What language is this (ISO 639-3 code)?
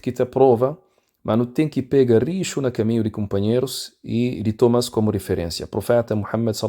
kea